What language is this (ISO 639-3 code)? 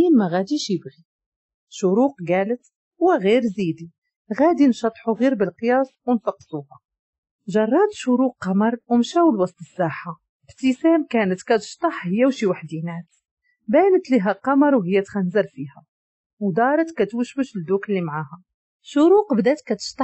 ary